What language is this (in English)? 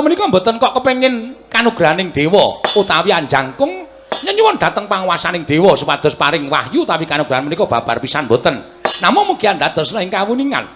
Javanese